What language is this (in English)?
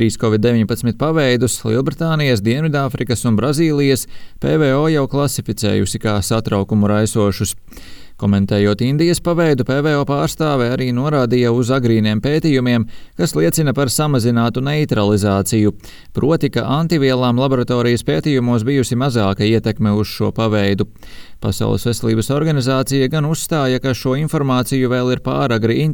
Latvian